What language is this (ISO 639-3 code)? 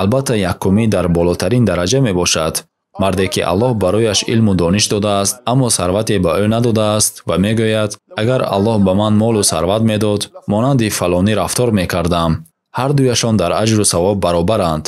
tgk